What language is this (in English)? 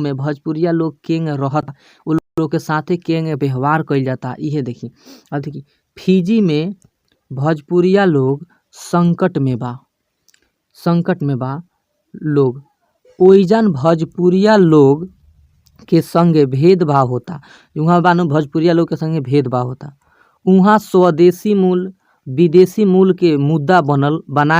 Bhojpuri